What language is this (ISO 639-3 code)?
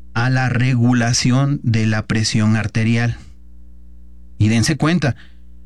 spa